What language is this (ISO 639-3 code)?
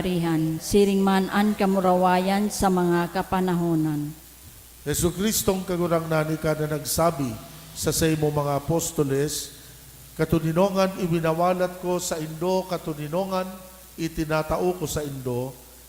bik